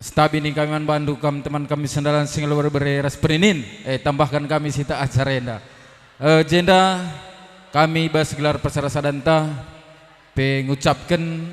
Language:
Batak Karo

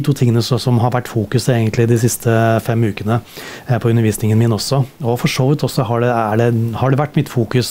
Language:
Norwegian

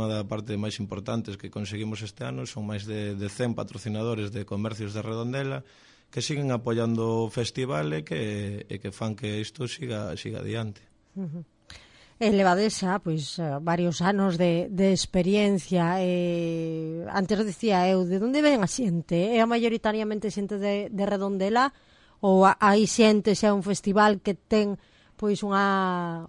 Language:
Galician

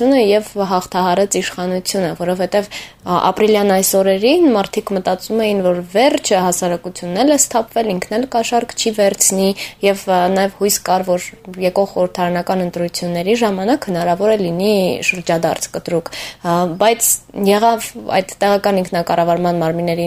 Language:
Armenian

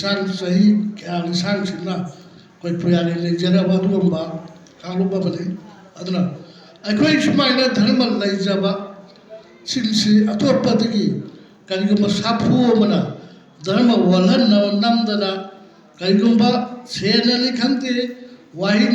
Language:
Manipuri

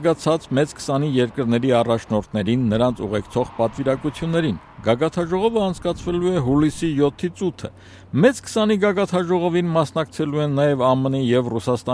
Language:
Armenian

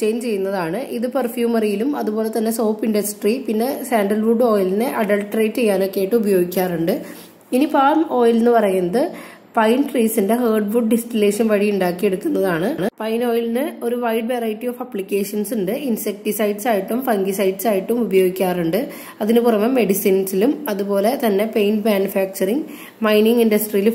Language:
Malayalam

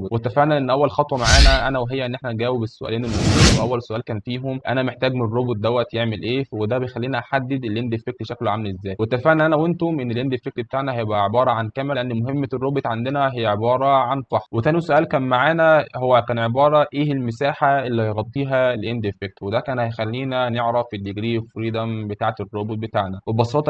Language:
Egyptian Arabic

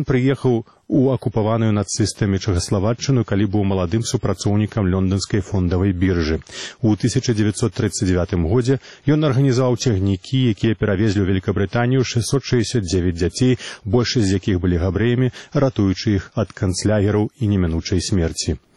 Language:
Belarusian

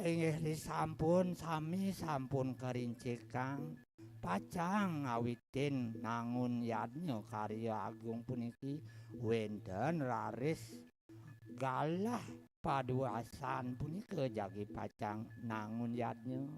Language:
Balinese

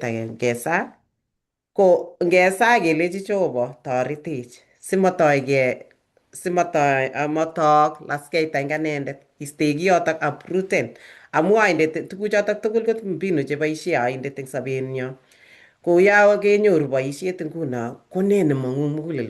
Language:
Kalenjin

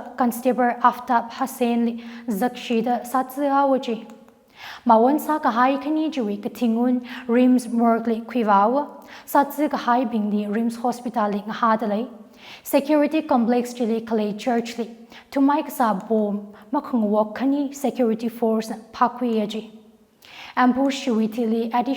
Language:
Tangkhul Naga (India)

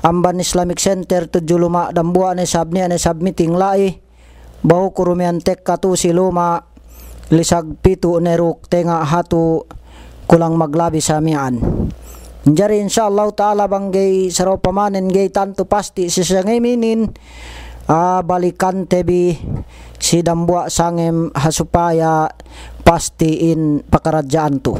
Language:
Yakan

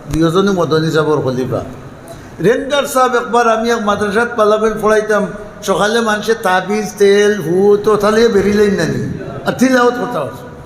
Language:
Sylheti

